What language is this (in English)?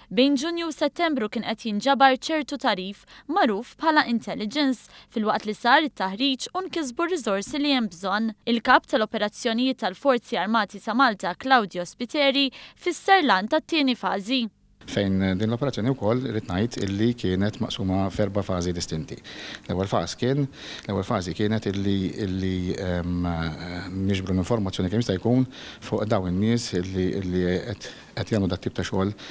Maltese